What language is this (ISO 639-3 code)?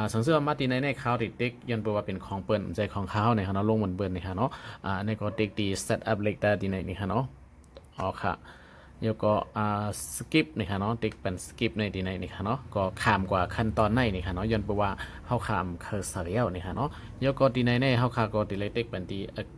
shn